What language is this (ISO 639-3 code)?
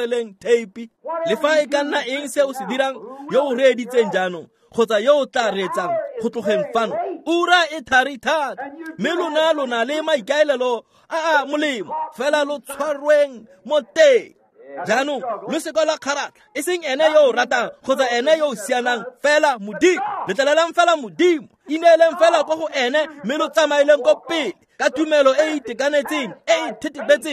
tsn